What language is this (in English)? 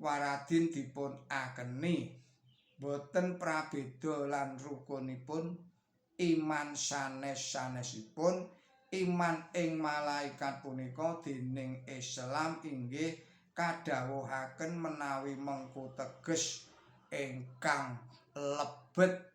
Javanese